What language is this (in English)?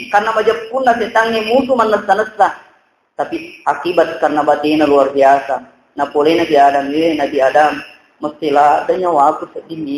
Buginese